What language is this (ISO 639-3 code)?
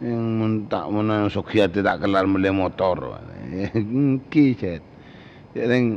mad